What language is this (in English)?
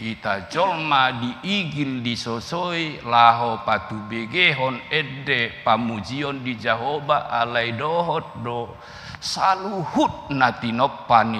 Batak Toba